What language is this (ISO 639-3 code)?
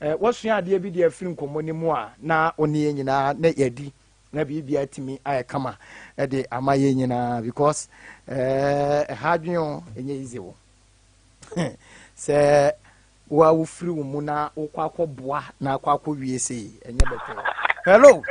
aka